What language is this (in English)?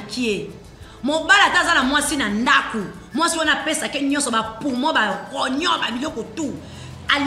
Lingala